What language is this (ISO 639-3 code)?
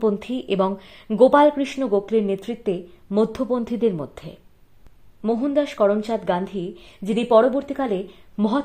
ben